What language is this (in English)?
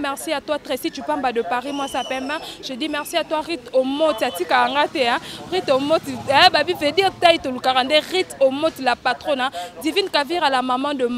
Lingala